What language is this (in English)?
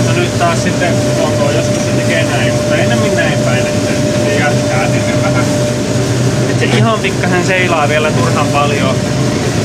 Finnish